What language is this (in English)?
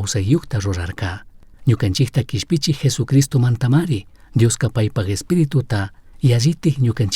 Chimborazo Highland Quichua